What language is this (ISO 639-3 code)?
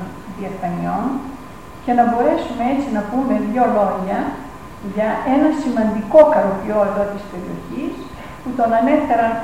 ell